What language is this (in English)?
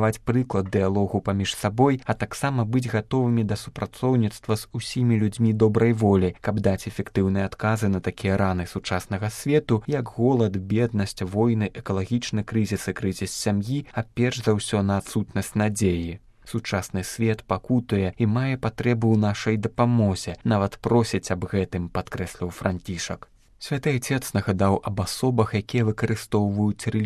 Belarusian